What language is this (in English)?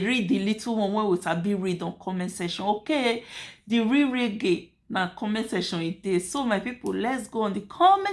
Nigerian Pidgin